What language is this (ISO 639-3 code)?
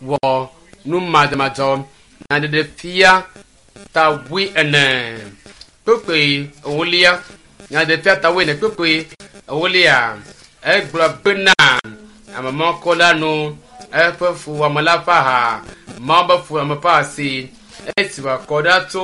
ewe